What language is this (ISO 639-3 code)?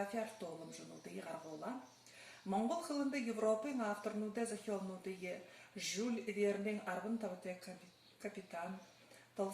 bua